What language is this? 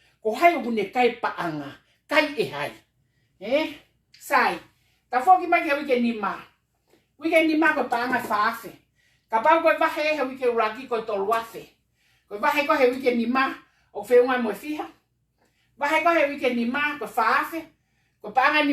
Tongan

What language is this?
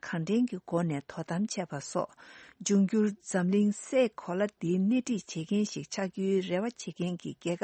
Tibetan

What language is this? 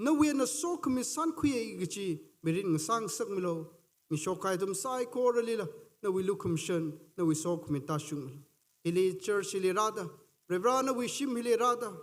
Tangkhul Naga (India)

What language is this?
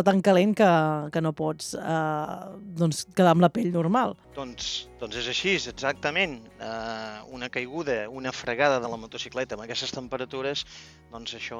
Catalan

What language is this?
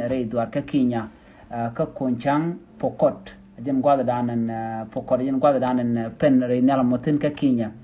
Nuer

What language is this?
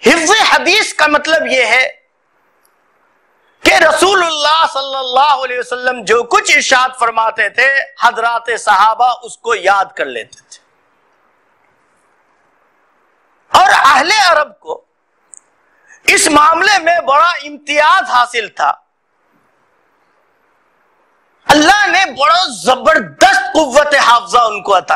Urdu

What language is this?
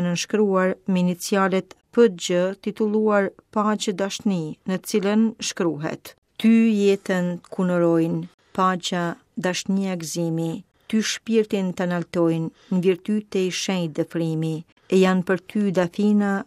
Albanian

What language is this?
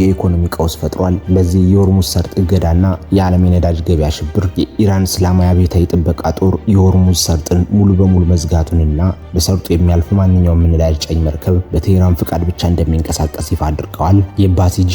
Amharic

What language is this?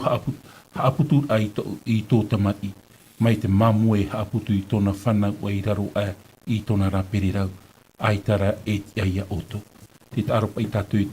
Tahitian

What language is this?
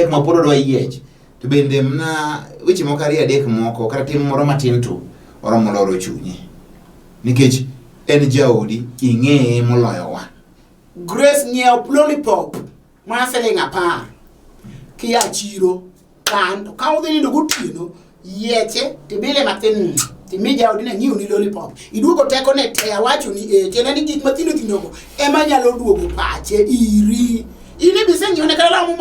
Luo (Kenya and Tanzania)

